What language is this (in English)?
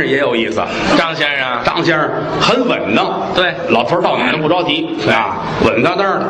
Chinese